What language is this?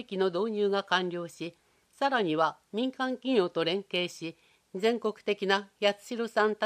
Japanese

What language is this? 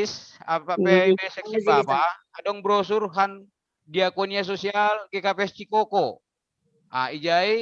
Batak Simalungun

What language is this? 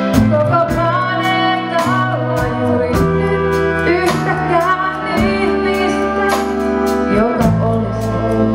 Finnish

